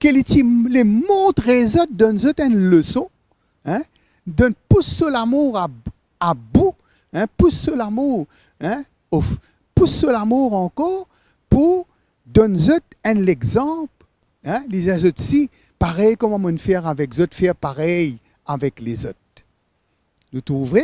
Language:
Morisyen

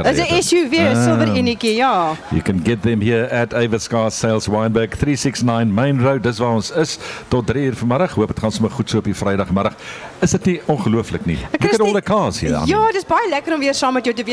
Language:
Afrikaans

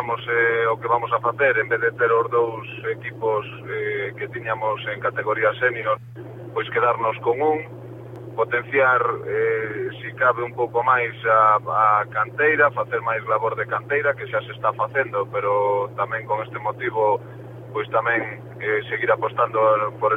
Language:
Galician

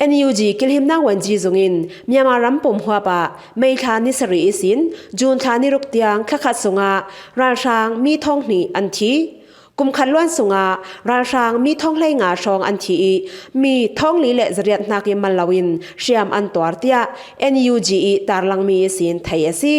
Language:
Falam Chin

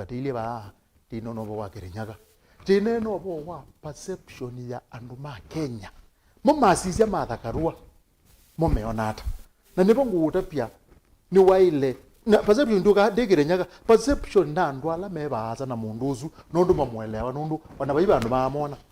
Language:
Kamba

